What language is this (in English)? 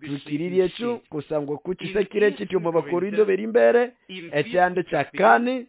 Nande